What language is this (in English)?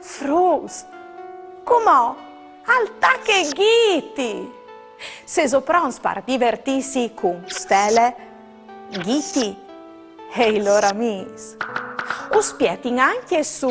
Friulian